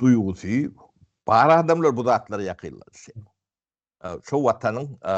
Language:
Turkmen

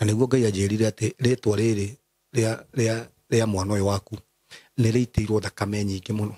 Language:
Kikuyu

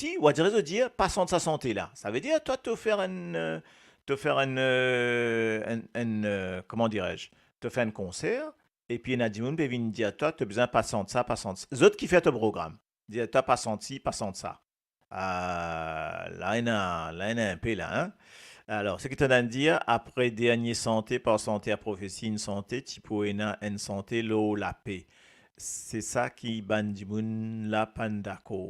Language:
Morisyen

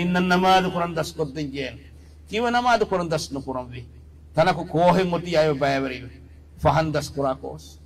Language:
Divehi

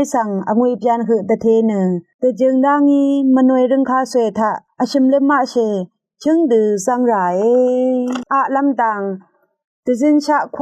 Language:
Rawang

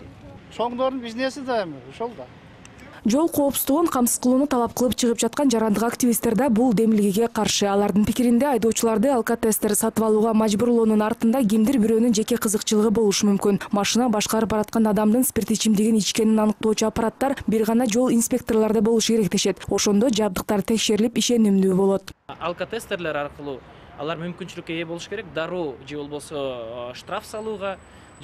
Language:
Kyrgyz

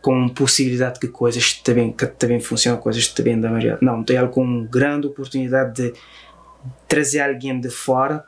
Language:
Kabuverdianu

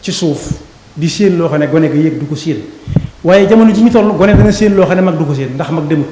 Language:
Wolof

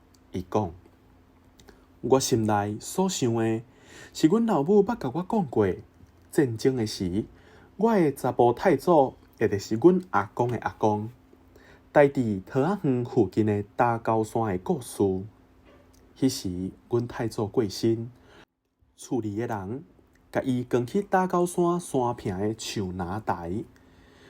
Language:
Min Nan Chinese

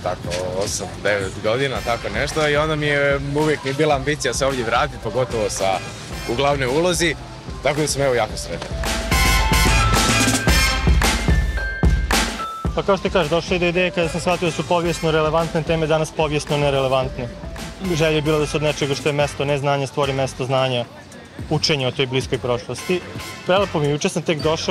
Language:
Croatian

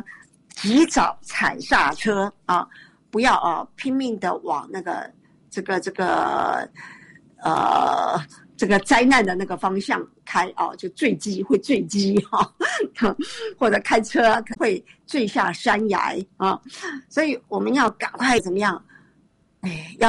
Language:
Chinese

